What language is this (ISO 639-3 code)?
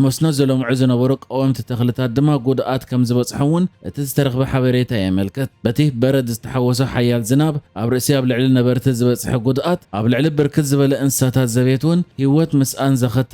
tir